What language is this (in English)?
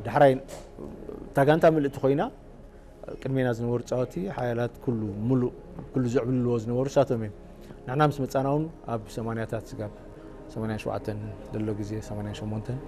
Tigrinya